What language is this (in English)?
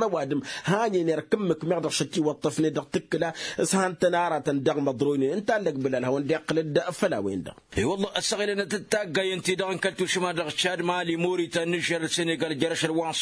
Tamasheq